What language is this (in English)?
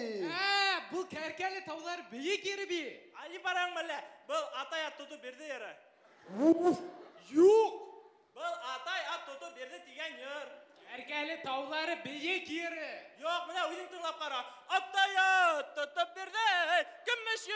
Bashkir